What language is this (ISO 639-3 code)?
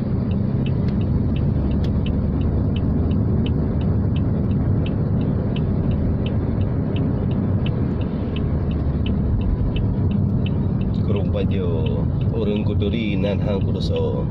ace